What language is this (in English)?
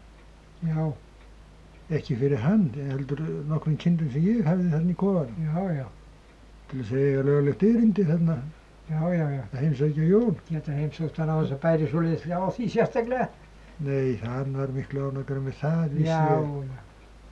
Icelandic